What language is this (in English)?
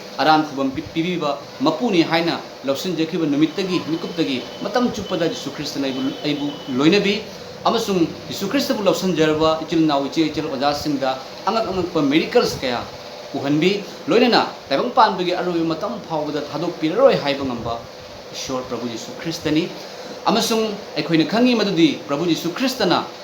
Manipuri